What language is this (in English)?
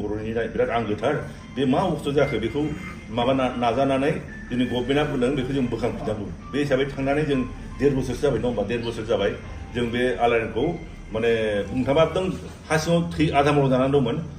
Bodo